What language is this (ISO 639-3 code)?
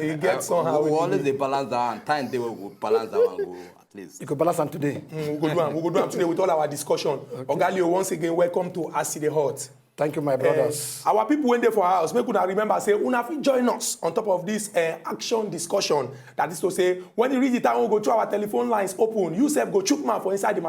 pcm